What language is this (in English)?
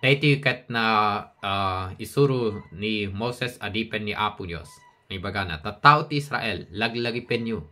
Iloko